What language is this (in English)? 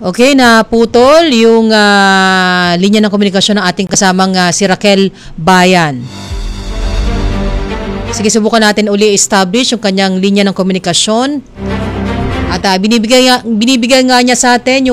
Filipino